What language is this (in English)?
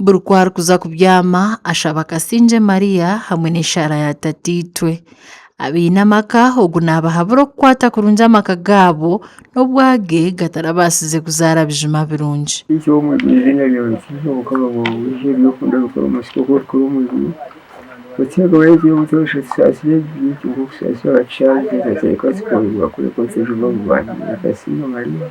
Nyankole